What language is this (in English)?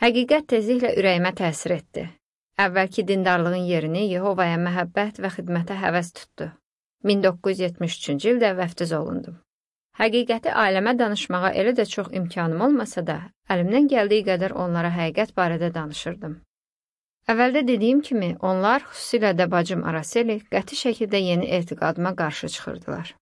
Azerbaijani